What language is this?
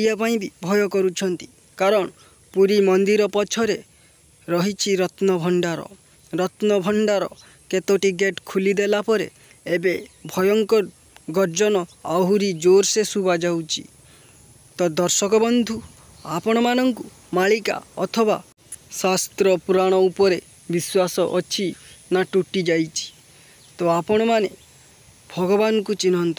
Odia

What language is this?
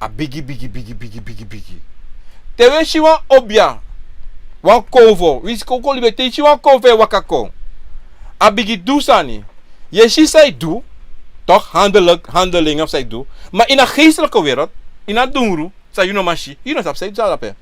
Sranan Tongo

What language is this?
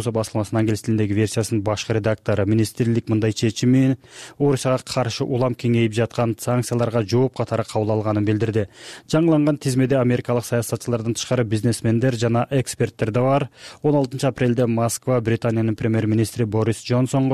Kyrgyz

